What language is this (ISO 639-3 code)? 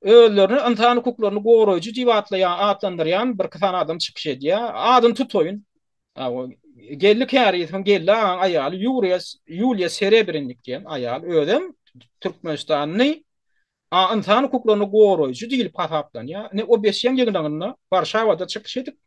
tuk